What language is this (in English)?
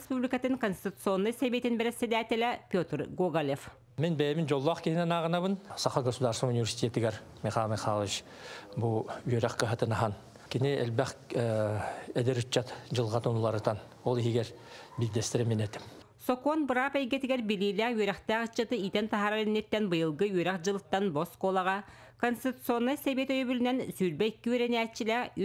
Yakut